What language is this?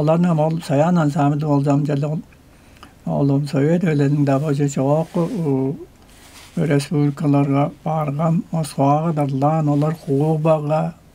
Tuvinian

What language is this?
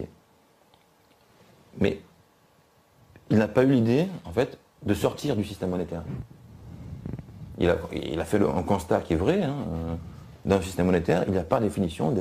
French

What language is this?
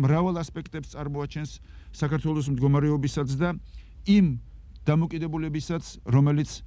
Georgian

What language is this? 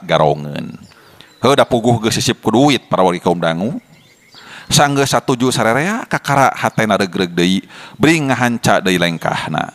Sundanese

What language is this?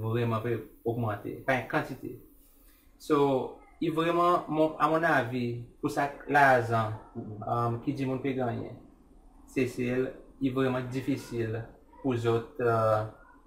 Seselwa Creole French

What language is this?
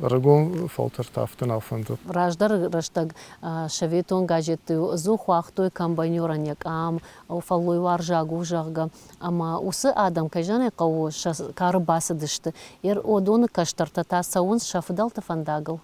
Ossetic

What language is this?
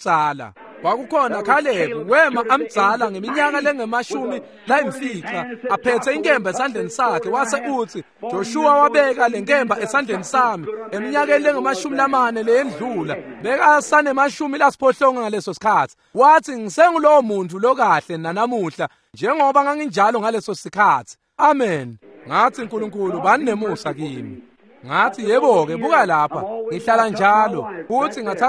Swati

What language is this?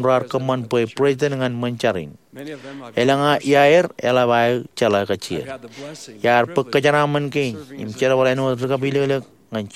Marshallese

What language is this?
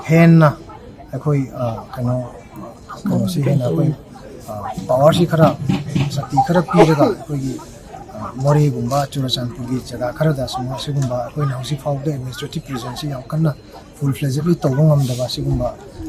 Manipuri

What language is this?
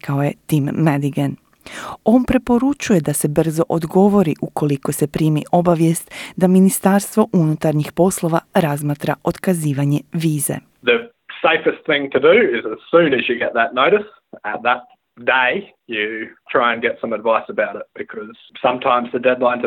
Croatian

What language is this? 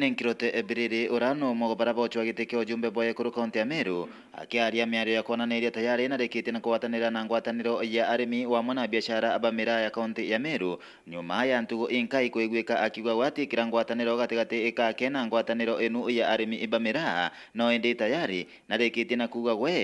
Meru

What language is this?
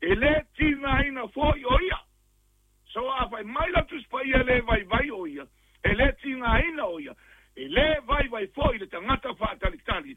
Samoan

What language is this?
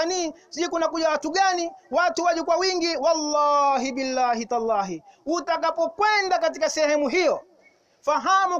Swahili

